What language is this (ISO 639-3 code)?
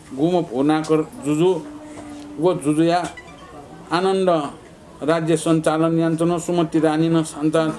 new